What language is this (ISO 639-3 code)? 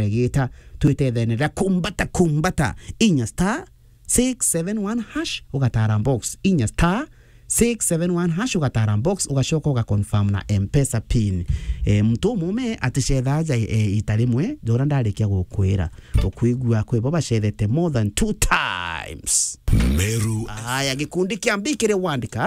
mer